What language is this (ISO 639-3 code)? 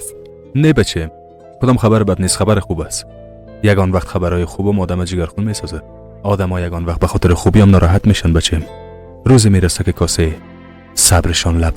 fas